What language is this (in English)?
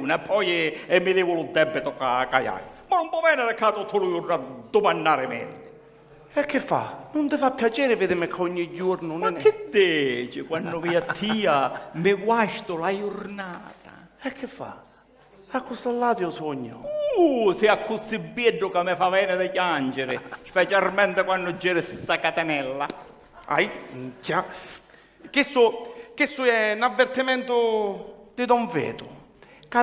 Sicilian